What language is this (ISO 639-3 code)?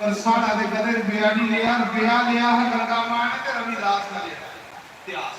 doi